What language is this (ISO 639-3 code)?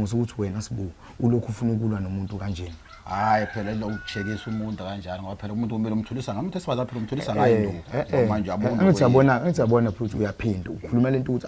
zul